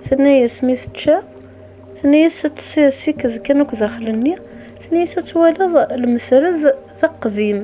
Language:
Kabyle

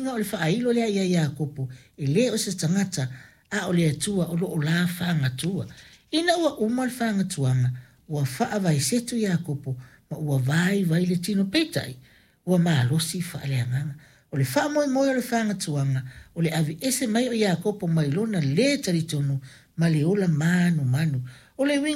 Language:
Samoan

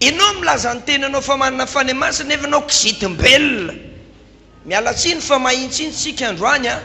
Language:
Malagasy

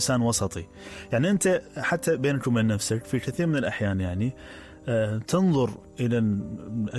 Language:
Mesopotamian Arabic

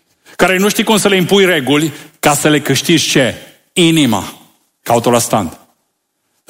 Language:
Romanian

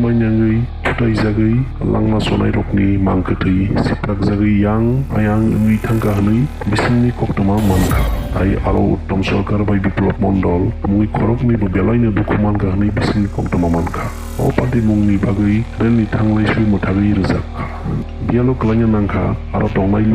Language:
Kok Borok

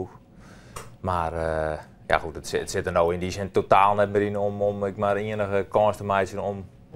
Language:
Western Frisian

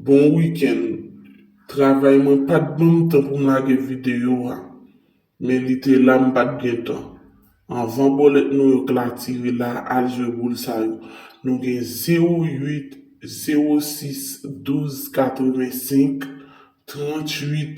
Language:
Haitian Creole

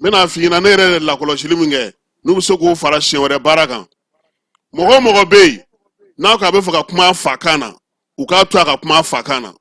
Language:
Bambara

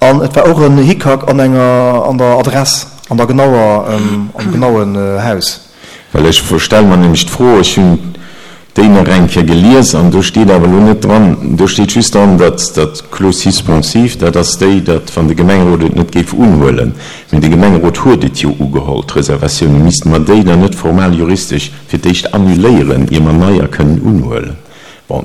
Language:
Luxembourgish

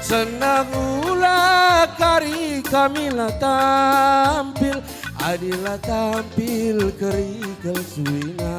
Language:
Batak Karo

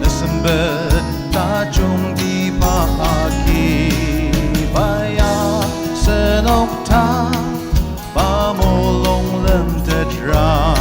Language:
Ao Naga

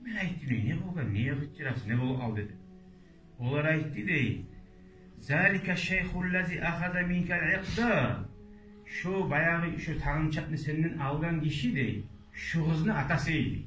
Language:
Kumyk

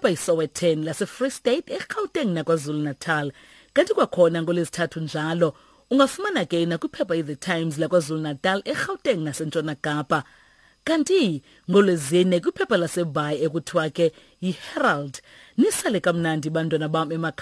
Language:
Xhosa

